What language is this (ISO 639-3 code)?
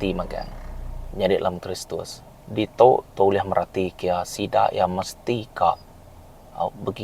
iba